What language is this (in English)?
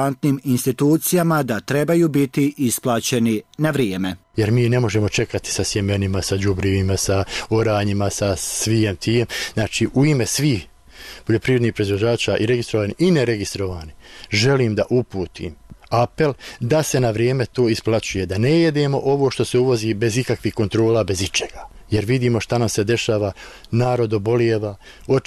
Bosnian